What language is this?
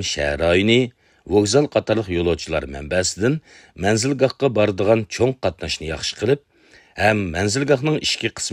Uyghur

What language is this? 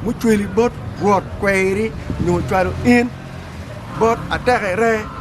Acoli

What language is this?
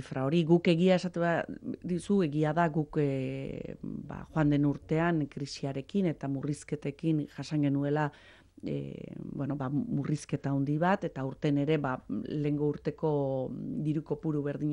Basque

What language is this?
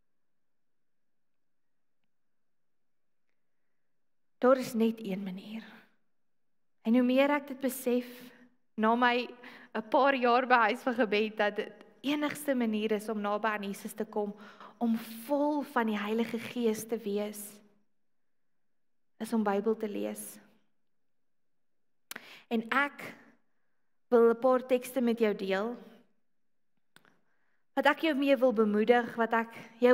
Afrikaans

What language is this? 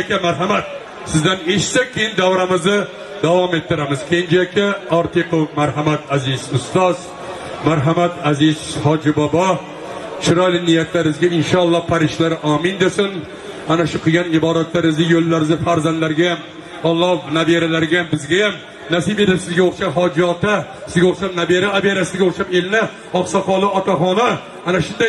Uzbek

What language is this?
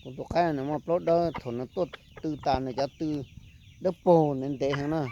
Hmong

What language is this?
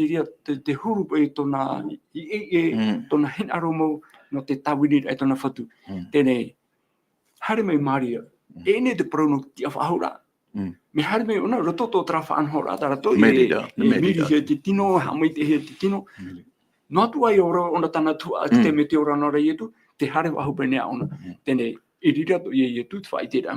Tahitian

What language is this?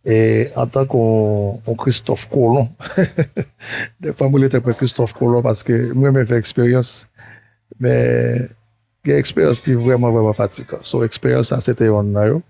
Haitian Creole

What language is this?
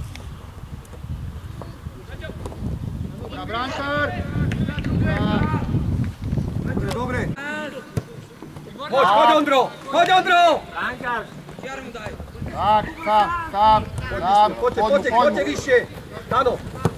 Slovak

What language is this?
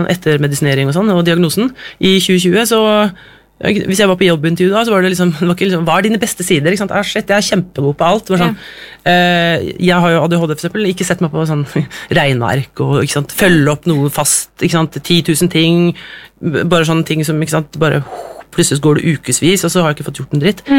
Norwegian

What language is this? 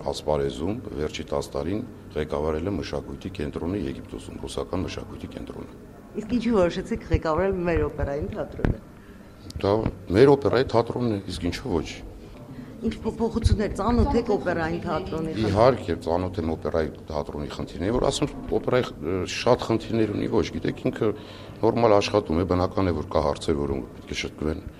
Armenian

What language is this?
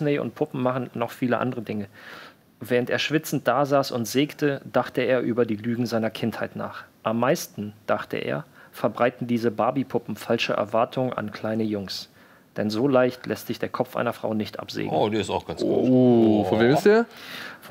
German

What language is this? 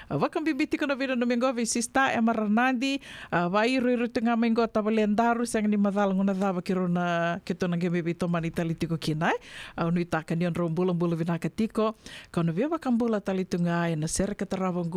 Fijian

